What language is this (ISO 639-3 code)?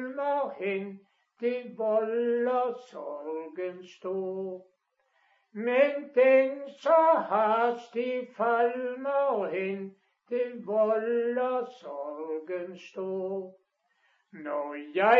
dan